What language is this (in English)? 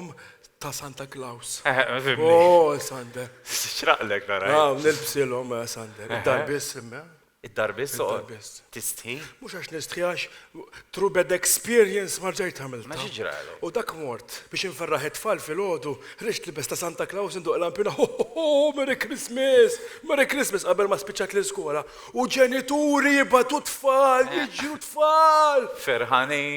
Maltese